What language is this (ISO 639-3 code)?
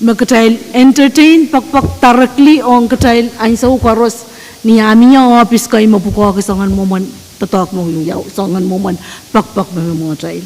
pon